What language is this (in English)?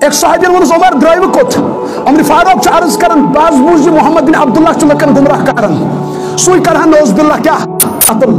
Kashmiri